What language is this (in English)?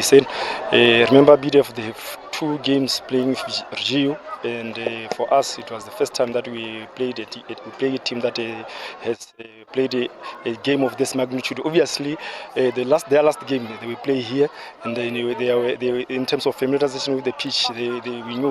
Tswana